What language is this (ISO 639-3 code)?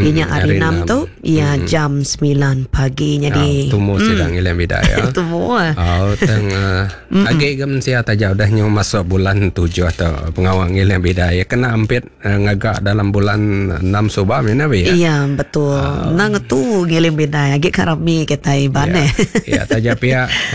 iba